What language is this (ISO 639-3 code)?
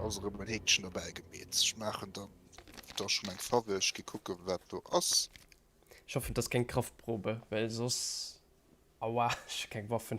ltz